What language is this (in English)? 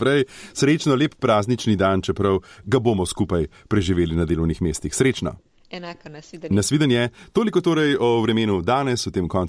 Slovenian